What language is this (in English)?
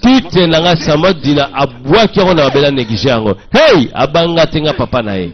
Lingala